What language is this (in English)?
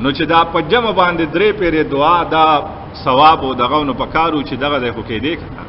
Pashto